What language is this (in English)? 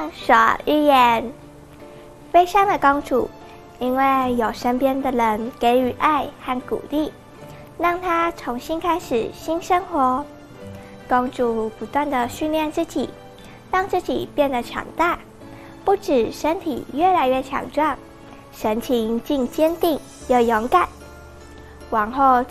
Chinese